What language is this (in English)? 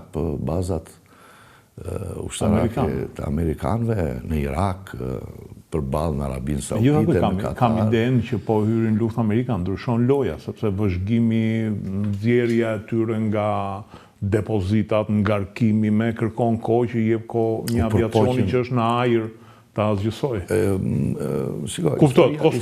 Albanian